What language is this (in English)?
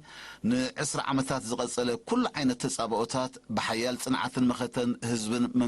Tigrinya